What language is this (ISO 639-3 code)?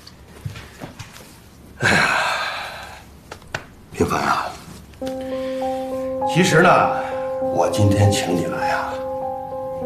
zho